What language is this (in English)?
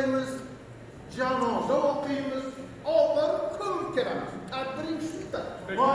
Uzbek